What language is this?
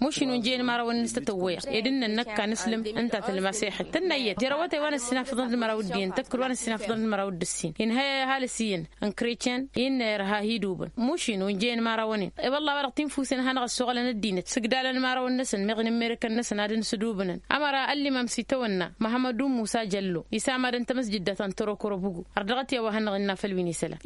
Tamasheq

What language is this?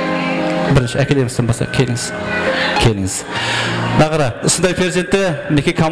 Kara-Kalpak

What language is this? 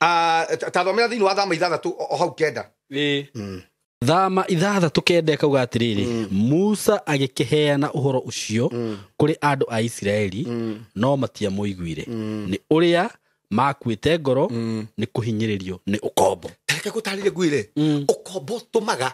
Kikuyu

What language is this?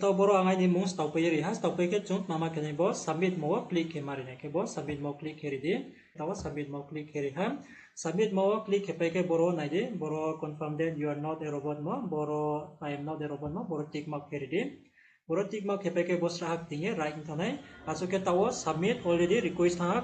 Riang (India)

